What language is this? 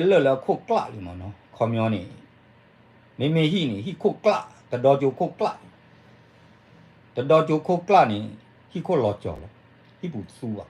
S'gaw Karen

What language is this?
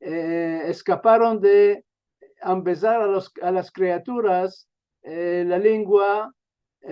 Ladino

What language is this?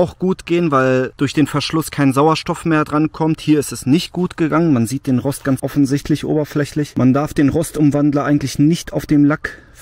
German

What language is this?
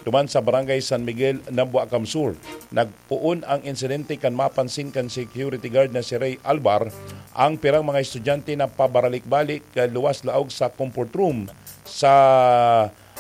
Bikol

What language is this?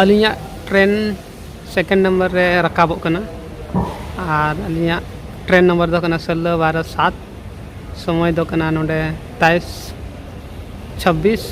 Santali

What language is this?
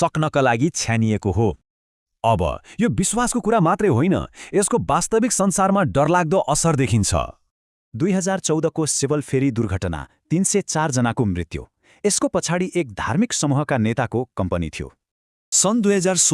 Nepali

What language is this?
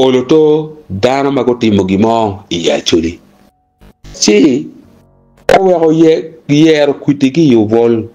Acoli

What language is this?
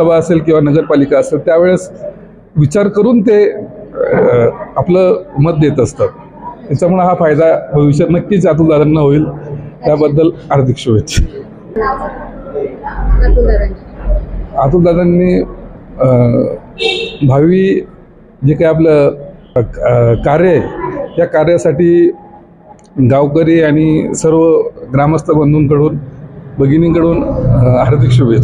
Marathi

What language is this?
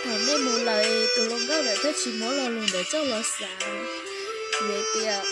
Hmong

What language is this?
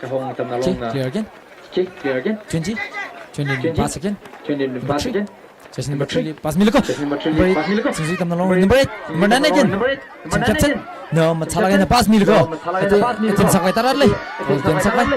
Tangkhul Naga (India)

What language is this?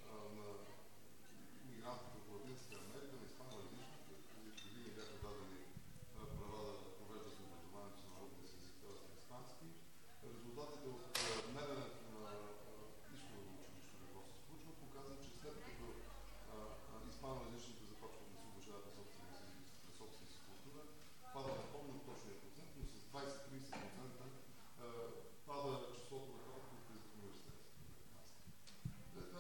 Bulgarian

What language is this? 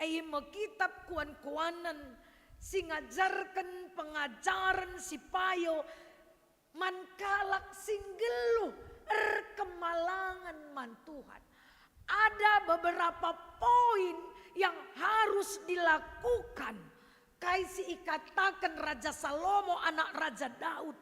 Batak Karo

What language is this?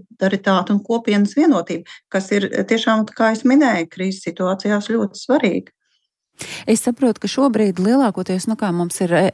Latvian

